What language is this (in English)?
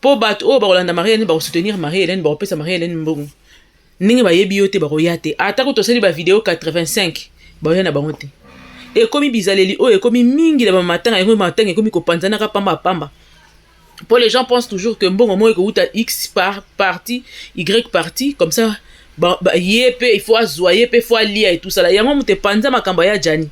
Lingala